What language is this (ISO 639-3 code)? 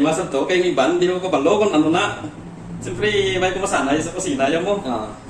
hil